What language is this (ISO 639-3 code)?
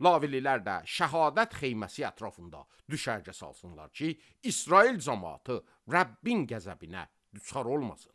aze